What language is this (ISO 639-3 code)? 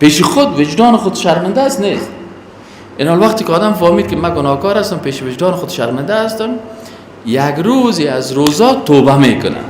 fas